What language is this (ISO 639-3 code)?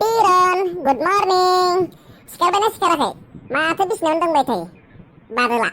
brx